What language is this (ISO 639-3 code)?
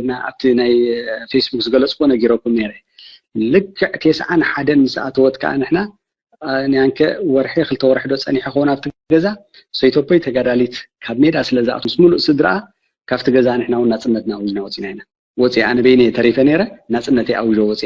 tir